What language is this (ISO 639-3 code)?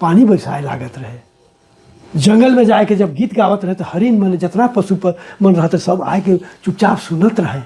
sck